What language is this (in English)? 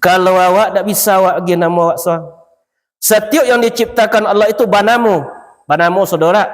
Minangkabau